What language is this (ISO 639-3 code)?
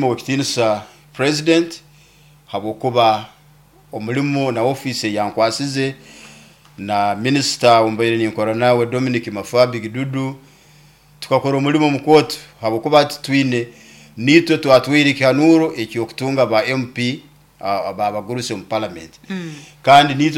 nyo